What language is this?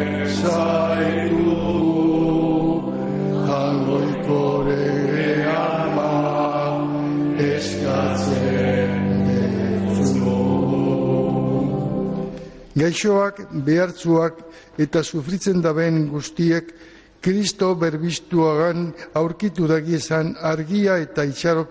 Basque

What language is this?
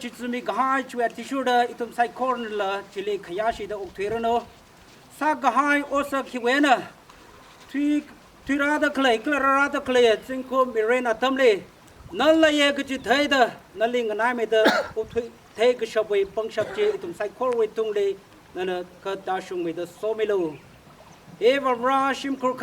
Tangkhul Naga (India)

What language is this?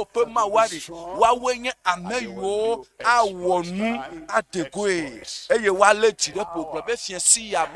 Ewe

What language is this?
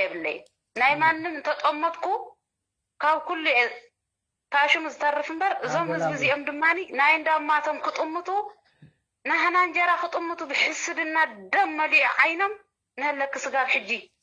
Tigrinya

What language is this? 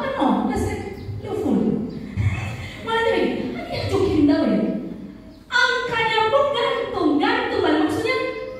Nias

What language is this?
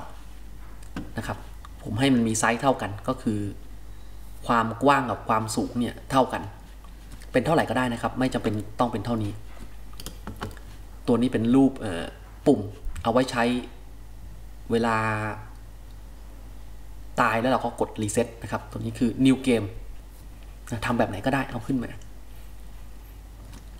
Thai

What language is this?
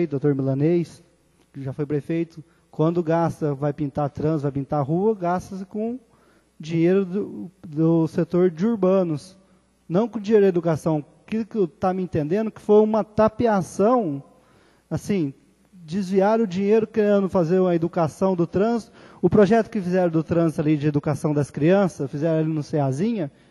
Portuguese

